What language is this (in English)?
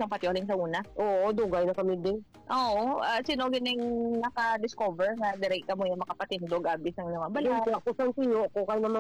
Hiligaynon